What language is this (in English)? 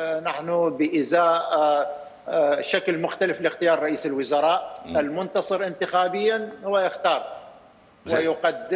Mesopotamian Arabic